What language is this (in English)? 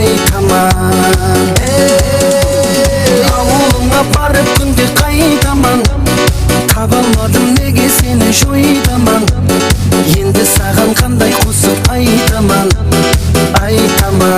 Kara-Kalpak